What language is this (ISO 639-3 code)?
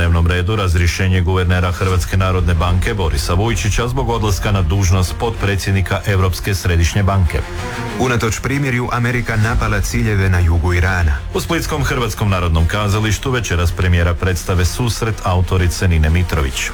hrv